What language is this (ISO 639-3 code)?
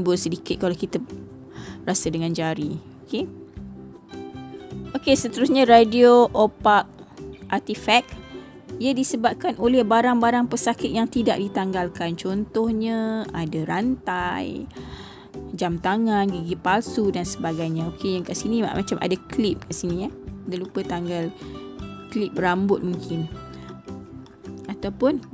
msa